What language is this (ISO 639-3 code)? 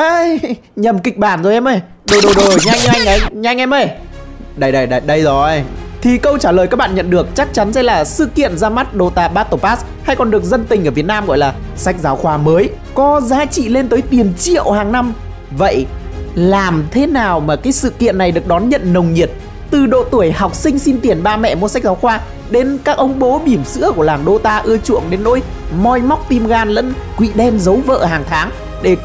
vie